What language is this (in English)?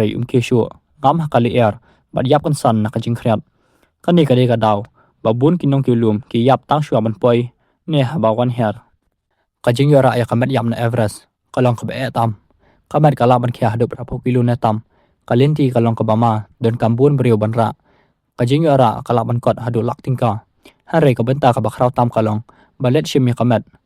Khasi